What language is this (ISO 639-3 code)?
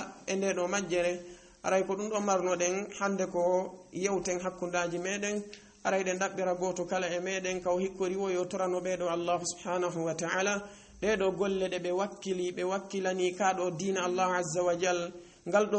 ful